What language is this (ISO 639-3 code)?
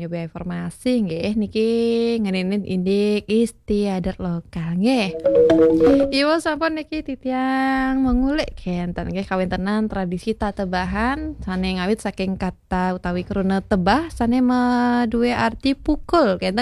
ban